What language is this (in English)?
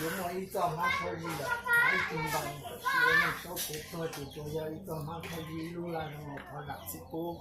Hmong